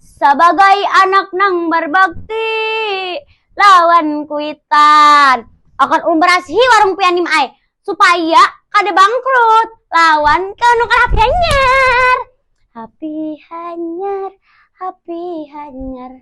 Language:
Banjar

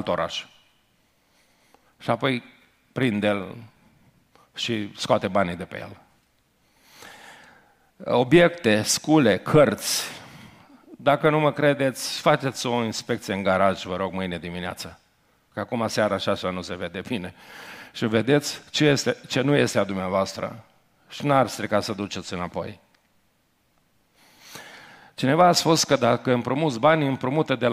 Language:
Romanian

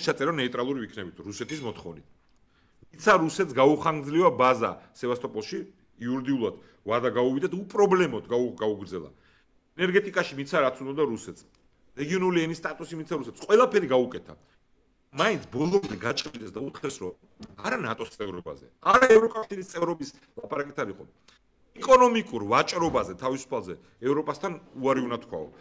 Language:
Georgian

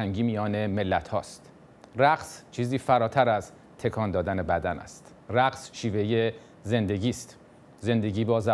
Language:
Persian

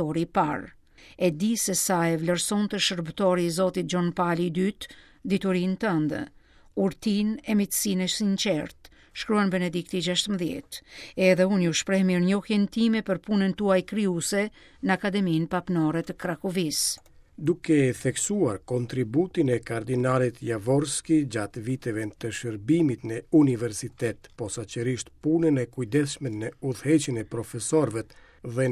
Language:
Albanian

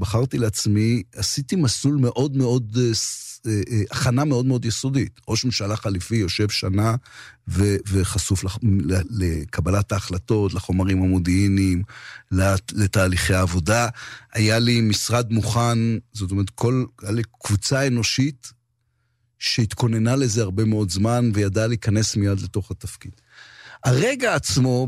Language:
Hebrew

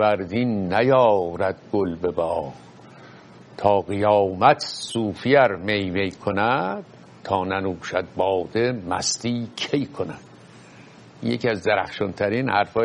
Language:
Persian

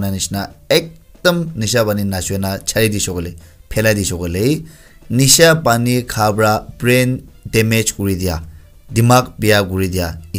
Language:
Naga Pidgin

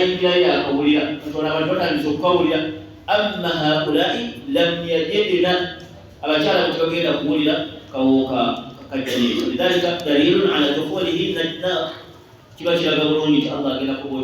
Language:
Ganda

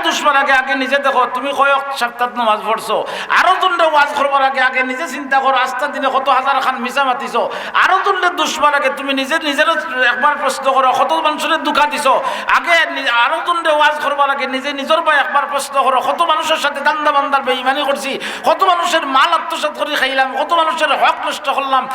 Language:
Sylheti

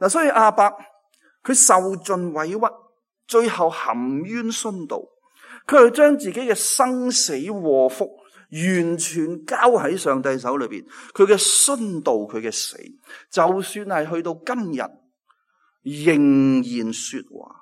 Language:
Cantonese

